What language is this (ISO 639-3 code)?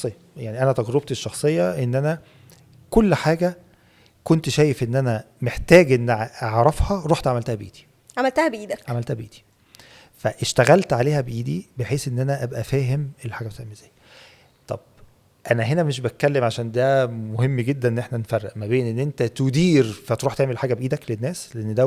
arz